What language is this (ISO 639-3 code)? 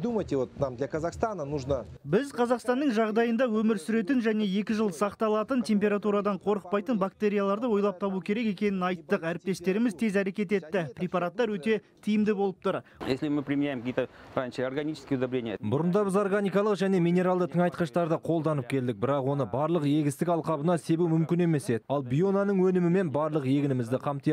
kaz